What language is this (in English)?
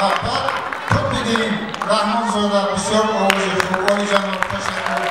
Tajik